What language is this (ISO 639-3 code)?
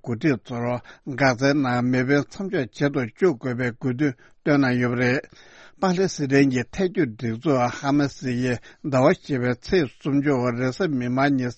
bod